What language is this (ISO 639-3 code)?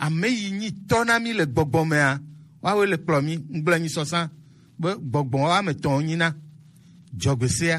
gej